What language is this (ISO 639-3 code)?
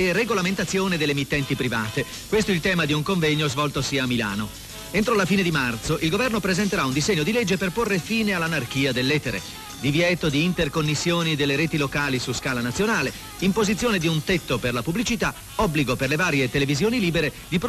ita